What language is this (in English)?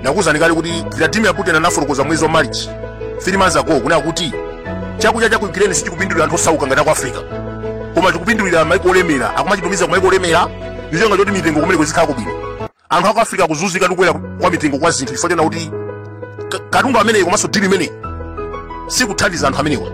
Nyanja